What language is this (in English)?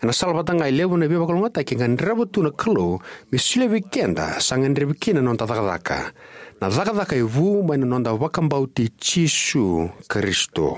Fijian